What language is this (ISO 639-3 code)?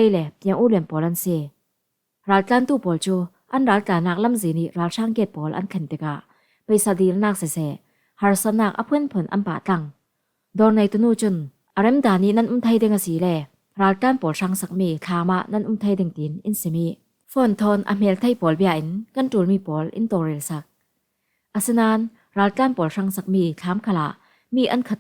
cfm